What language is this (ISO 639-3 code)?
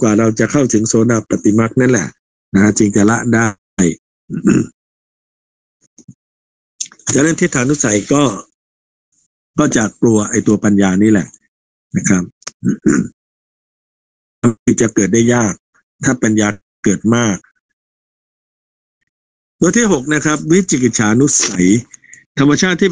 tha